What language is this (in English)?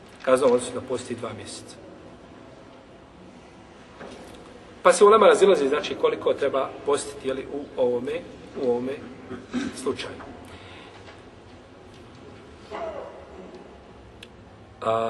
Bosnian